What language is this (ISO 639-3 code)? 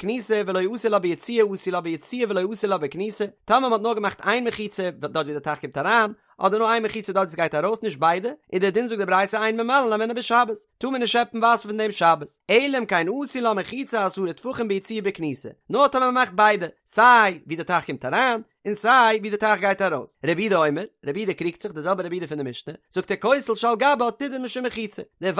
yid